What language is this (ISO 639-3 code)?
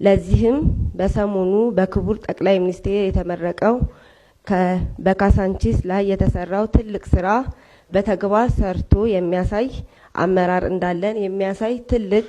amh